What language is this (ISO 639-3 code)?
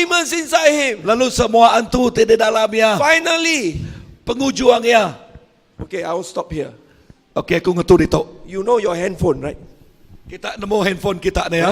iba